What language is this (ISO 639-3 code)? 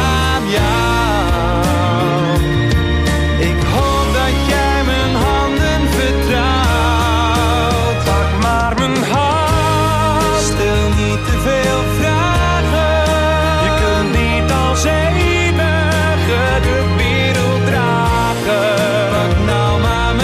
nld